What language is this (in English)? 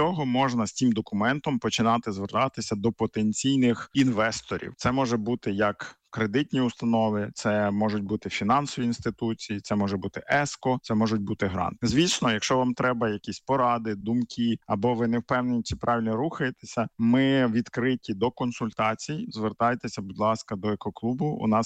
Ukrainian